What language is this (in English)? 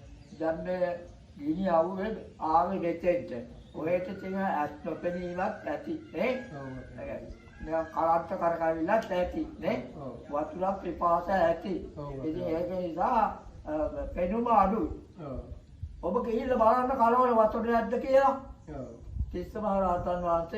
Sinhala